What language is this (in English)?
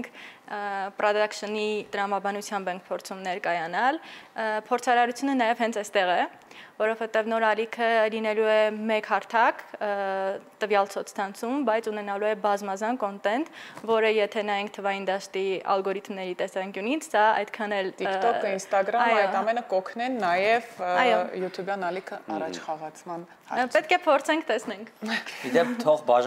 Armenian